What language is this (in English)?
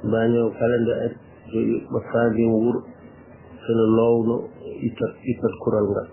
Fula